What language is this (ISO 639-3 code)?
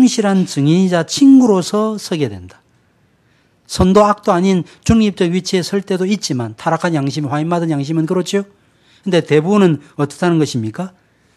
kor